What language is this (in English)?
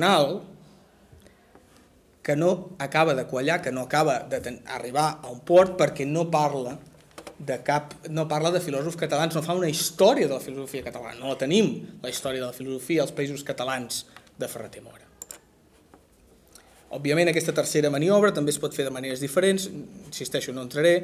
Catalan